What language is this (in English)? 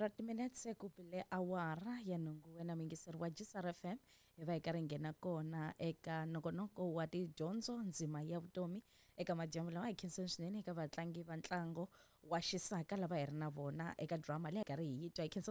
Tsonga